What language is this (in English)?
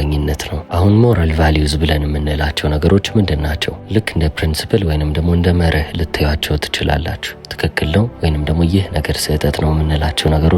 Amharic